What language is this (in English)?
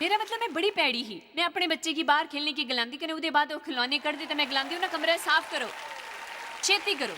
Dogri